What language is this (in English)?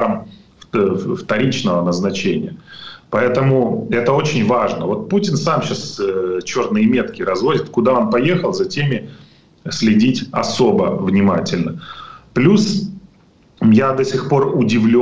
Russian